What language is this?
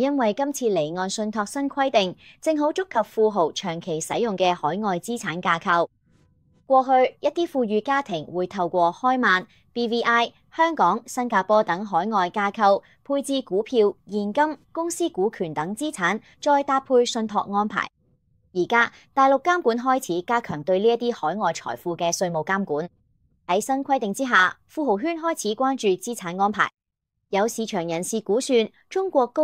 Cantonese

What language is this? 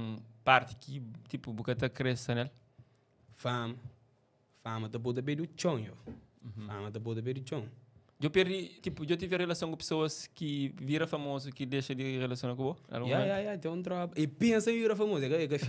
Kabuverdianu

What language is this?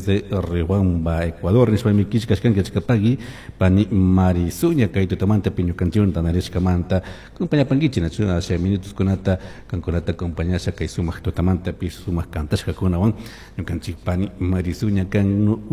Chimborazo Highland Quichua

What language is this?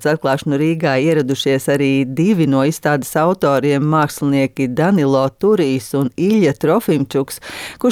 Latvian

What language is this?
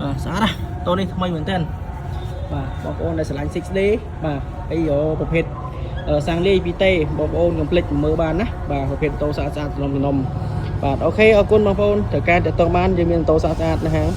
Khmer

